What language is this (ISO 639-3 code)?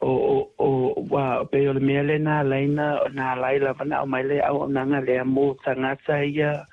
smo